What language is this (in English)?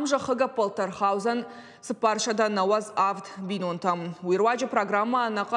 Ossetic